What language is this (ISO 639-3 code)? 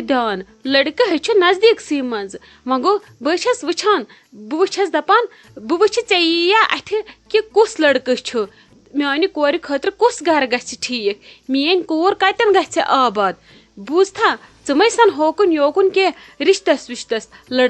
kas